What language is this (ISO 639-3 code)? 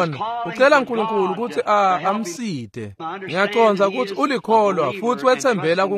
ssw